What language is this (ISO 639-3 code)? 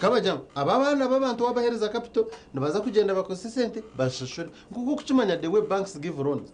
nyn